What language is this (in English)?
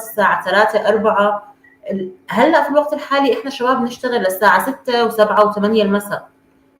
North Levantine Arabic